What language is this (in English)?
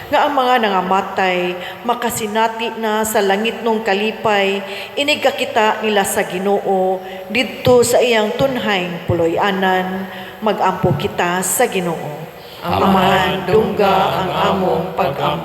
Cebuano